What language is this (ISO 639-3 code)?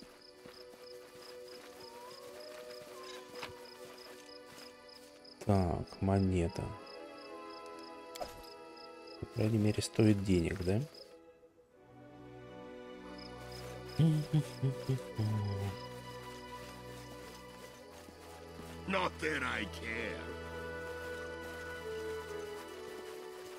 rus